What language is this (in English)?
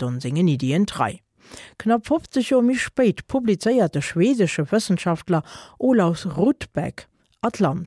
Luxembourgish